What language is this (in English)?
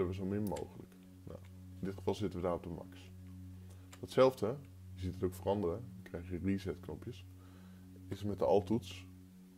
Dutch